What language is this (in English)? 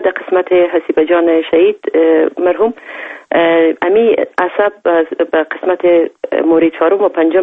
Persian